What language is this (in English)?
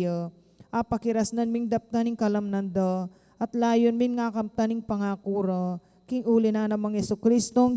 Pampanga